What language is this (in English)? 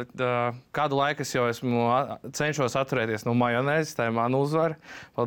Latvian